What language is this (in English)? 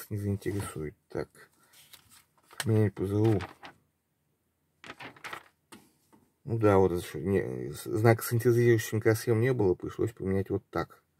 Russian